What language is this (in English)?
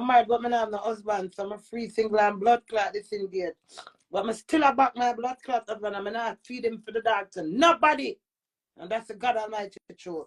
Jamaican Creole English